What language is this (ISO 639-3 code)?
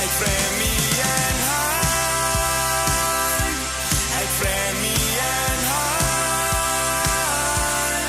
pdt